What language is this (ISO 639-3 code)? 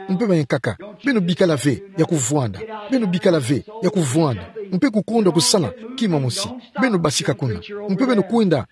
ktu